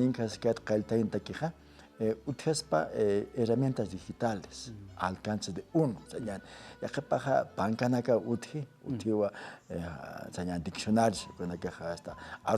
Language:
Aymara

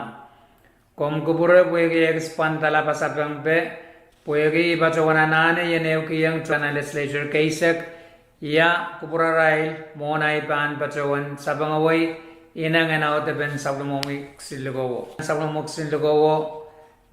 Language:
Pohnpeian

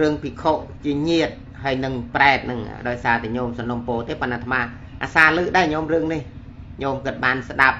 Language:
Khmer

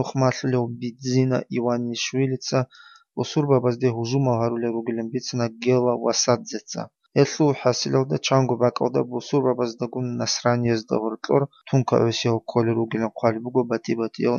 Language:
Avaric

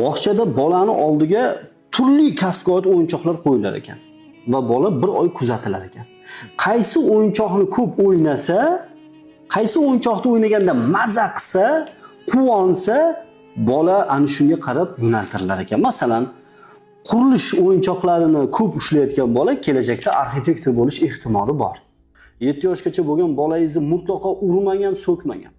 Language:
Uzbek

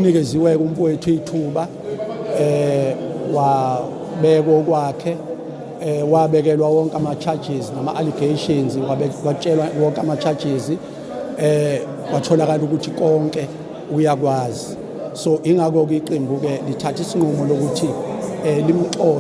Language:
Zulu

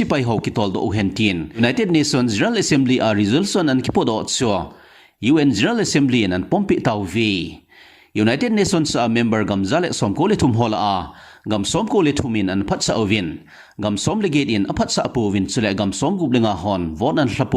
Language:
Thado Chin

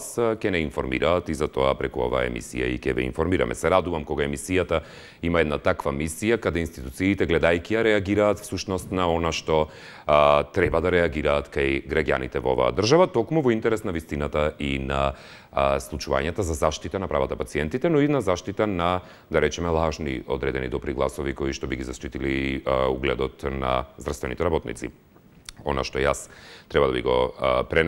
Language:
Macedonian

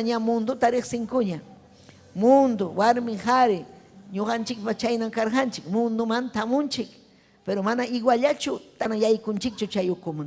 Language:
Ayacucho Quechua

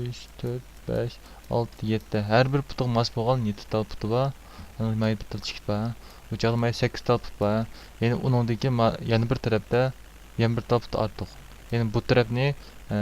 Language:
Uyghur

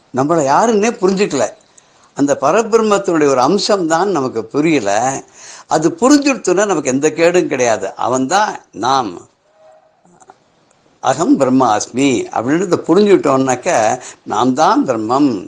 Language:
Tamil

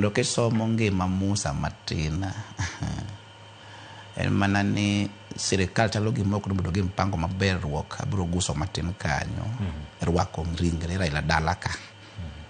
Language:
Luo (Kenya and Tanzania)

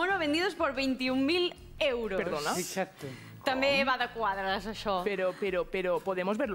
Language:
Catalan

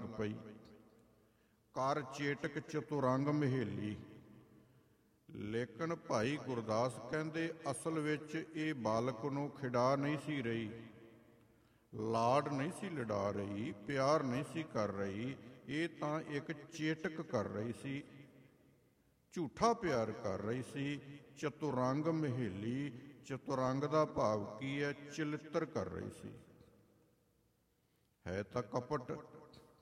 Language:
Punjabi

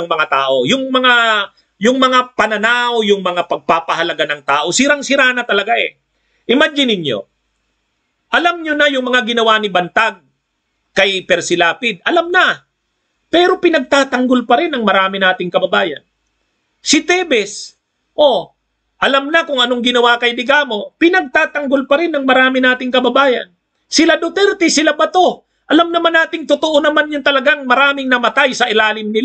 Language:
Filipino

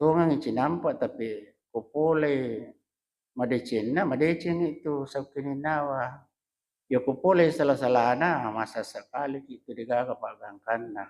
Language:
Buginese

